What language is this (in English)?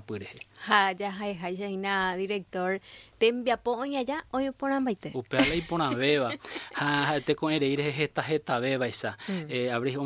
Guarani